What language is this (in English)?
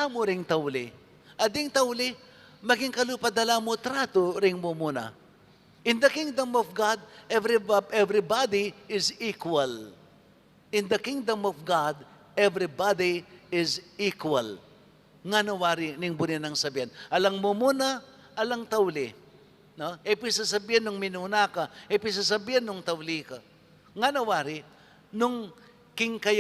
Pampanga